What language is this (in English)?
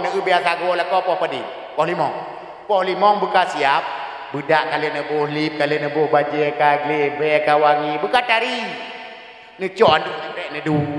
Achinese